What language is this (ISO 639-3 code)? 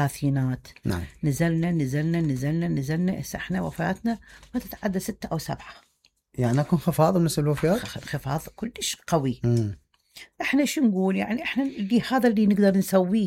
acm